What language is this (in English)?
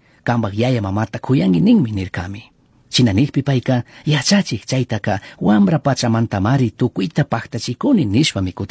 Chimborazo Highland Quichua